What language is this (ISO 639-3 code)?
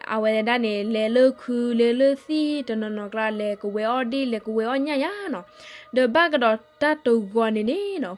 ksw